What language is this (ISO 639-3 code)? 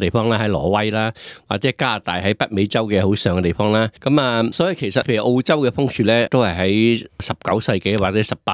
yue